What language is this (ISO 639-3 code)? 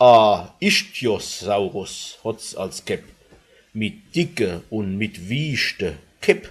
pfl